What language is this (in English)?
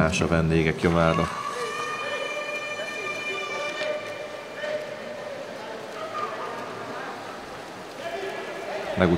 Hungarian